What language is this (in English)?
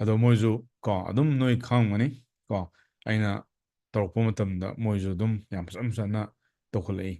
Manipuri